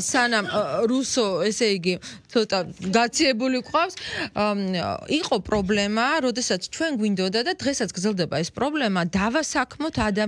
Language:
Georgian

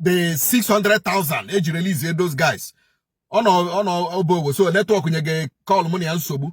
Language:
Igbo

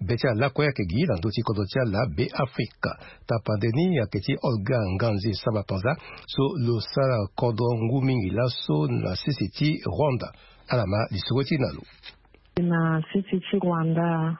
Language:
Sango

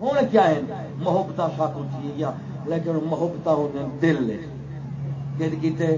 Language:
Saraiki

